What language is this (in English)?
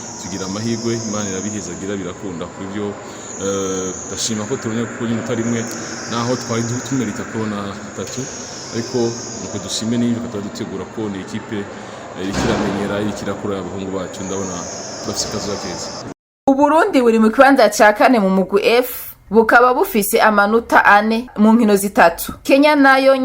Rundi